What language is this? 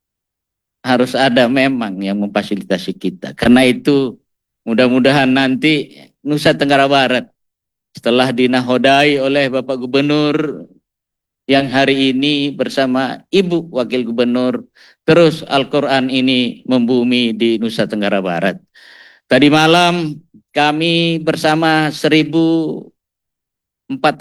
Indonesian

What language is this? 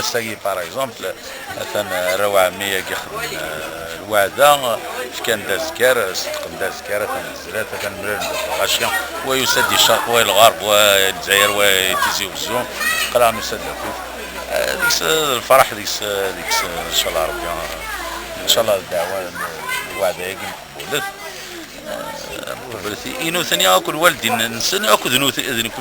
Kabyle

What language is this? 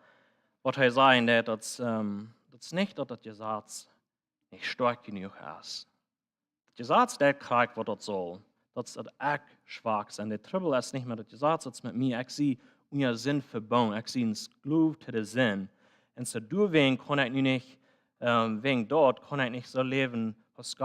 Plautdietsch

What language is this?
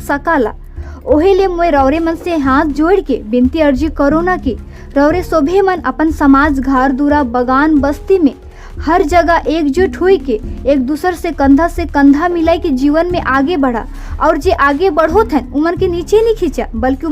Sadri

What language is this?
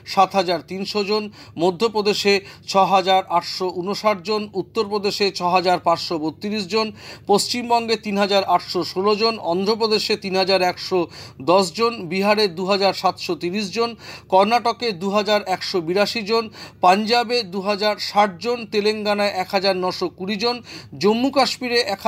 Bangla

